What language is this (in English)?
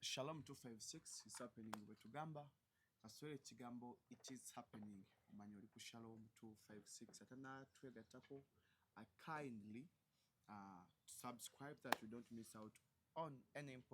Ganda